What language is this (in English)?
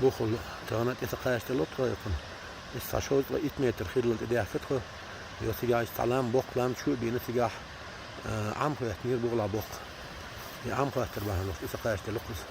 Chechen